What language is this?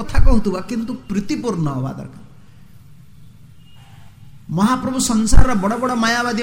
Odia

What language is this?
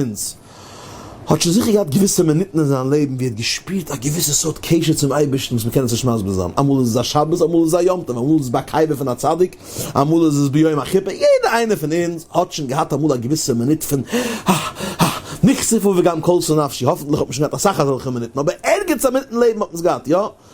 Yiddish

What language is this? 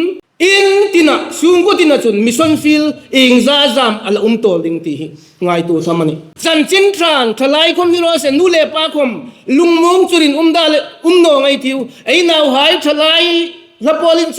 Hmar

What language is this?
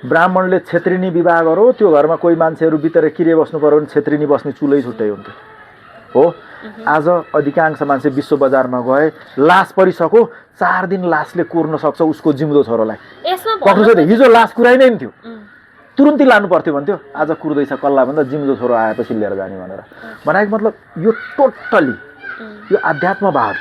Nepali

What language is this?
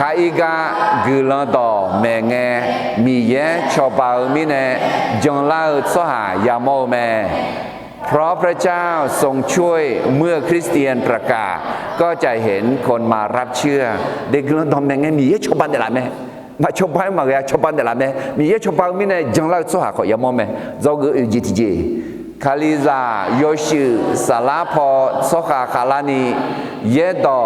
Akha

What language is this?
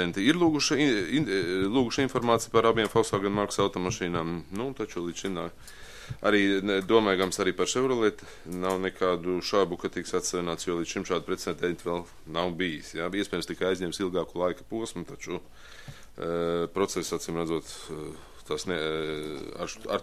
Latvian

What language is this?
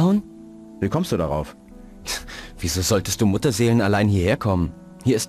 Bavarian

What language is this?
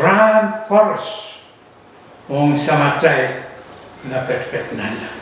Pohnpeian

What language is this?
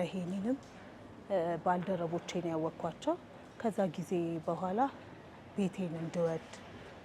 Amharic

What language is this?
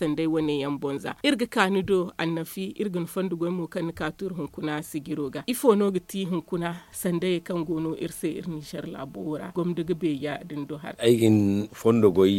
Zarma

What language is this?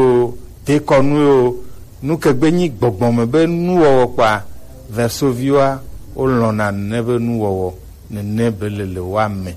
Gen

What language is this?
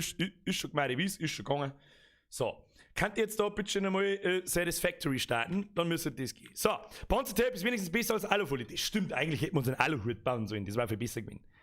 Bavarian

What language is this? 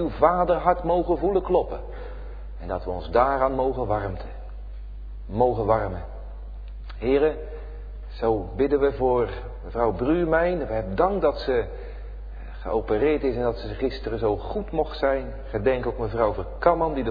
Dutch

